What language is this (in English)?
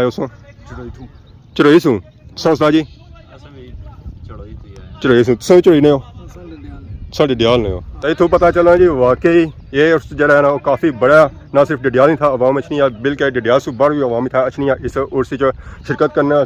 Pahari-Potwari